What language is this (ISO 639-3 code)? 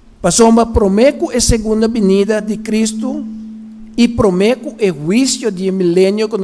pap